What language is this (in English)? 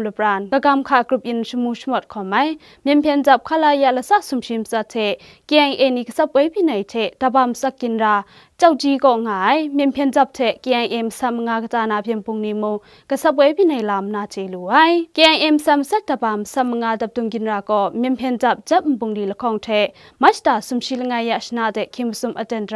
Kachin